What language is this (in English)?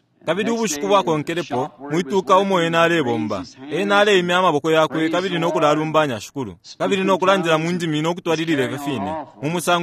Bemba